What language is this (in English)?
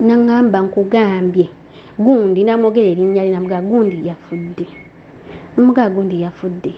Ganda